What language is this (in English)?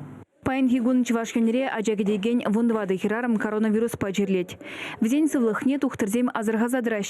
Chuvash